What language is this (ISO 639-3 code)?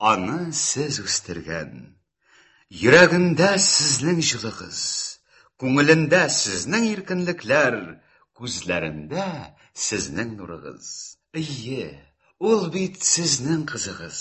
tat